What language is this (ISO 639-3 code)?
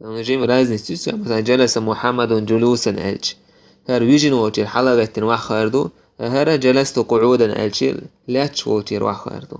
che